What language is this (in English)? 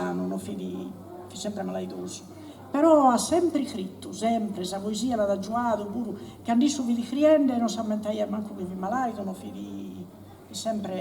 Sardinian